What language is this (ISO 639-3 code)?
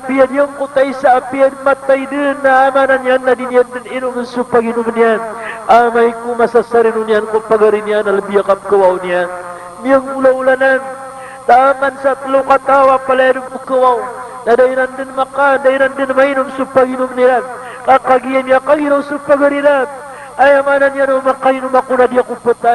mrw